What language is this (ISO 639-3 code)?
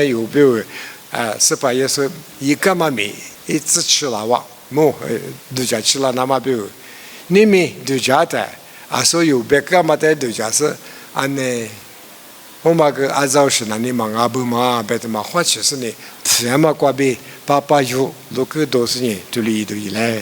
lis